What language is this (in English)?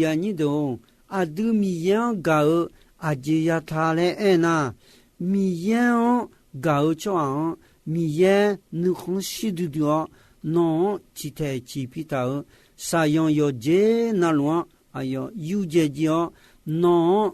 Akha